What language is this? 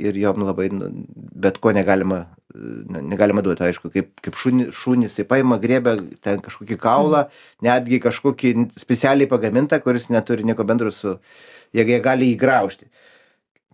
Lithuanian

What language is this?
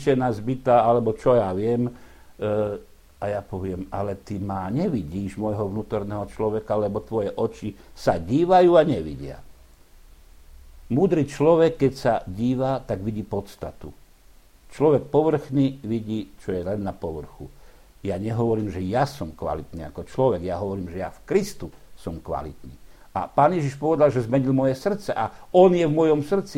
Slovak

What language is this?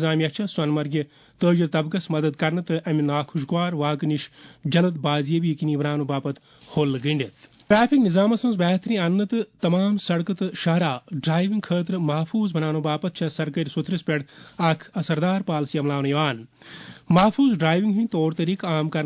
Kashmiri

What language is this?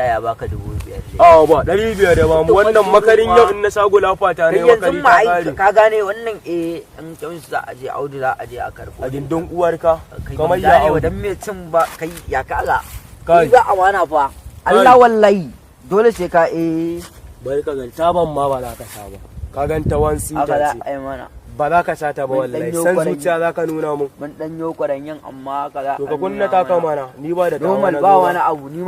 Hausa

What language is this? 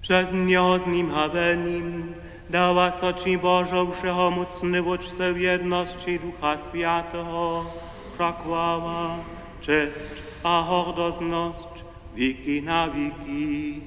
Upper Sorbian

